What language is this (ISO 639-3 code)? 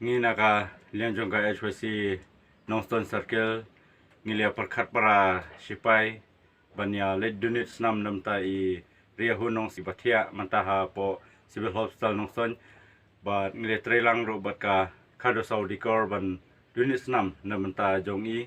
kha